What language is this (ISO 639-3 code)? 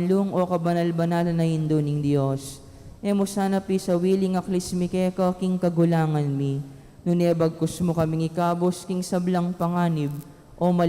pam